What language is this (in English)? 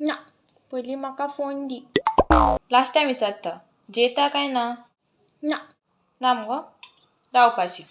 Konkani